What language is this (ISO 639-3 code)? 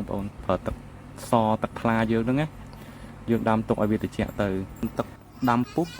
khm